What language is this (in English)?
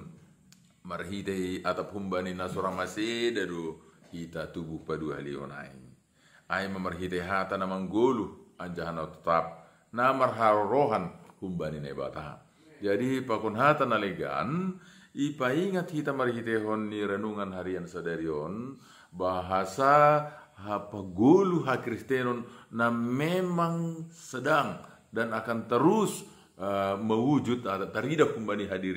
Batak Simalungun